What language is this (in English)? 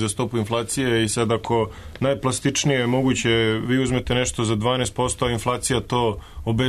Serbian